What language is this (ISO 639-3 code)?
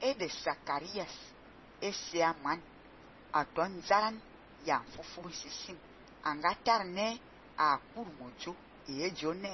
fan